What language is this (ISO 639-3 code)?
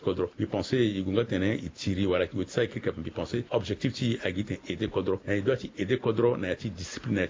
sag